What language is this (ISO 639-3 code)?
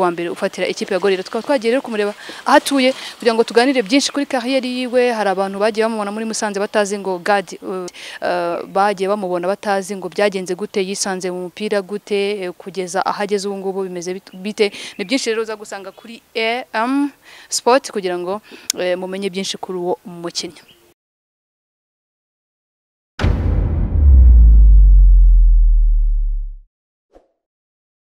kin